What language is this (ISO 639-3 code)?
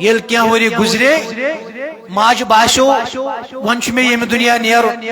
kas